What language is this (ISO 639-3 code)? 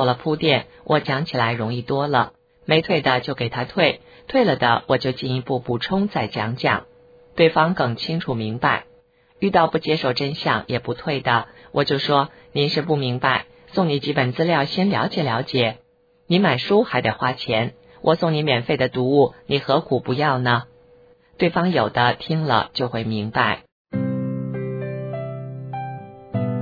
zho